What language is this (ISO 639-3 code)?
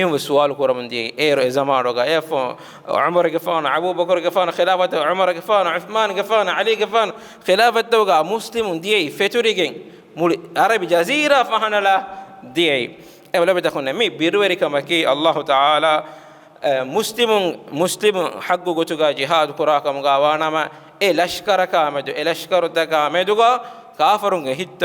div